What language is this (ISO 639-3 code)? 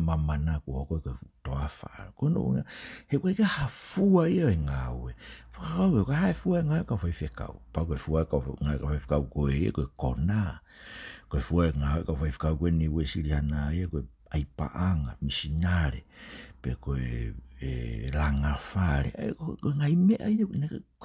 ton